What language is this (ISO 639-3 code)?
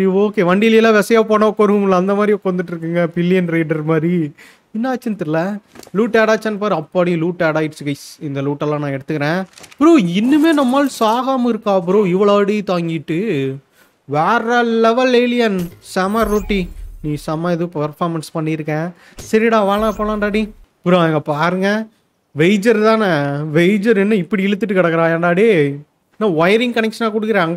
tam